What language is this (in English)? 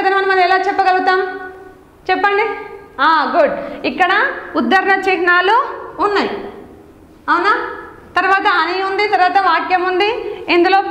Telugu